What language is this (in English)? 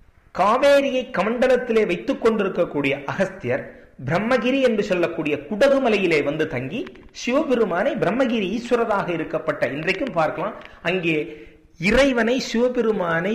Tamil